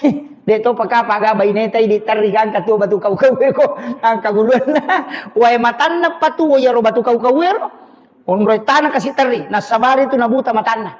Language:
Buginese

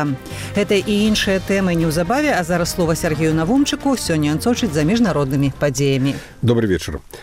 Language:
Belarusian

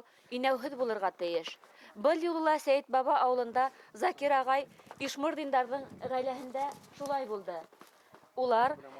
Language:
Bashkir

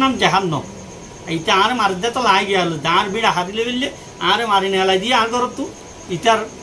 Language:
Rohingya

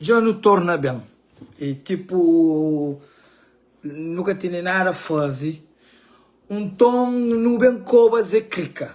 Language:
Kabuverdianu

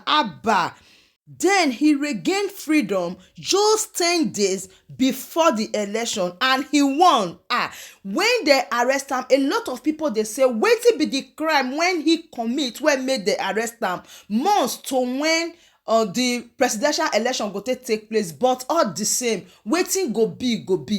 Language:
Nigerian Pidgin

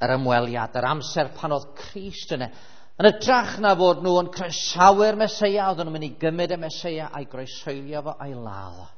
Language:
Welsh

